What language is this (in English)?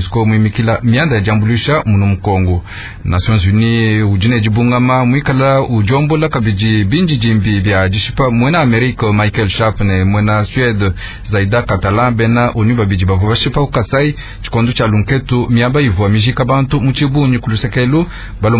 Luba-Lulua